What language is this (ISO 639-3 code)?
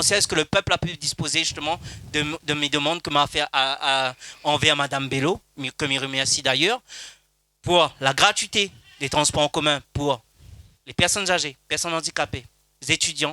rcf